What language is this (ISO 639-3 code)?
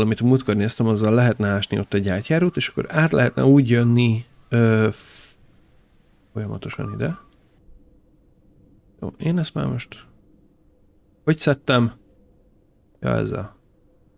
hun